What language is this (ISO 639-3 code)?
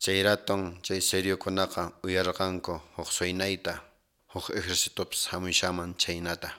que